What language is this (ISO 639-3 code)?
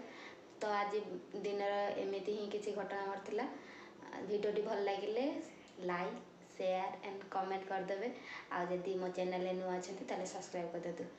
ori